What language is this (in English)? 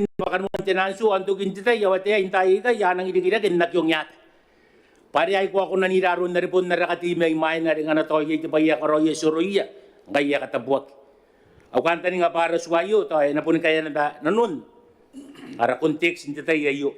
Gilbertese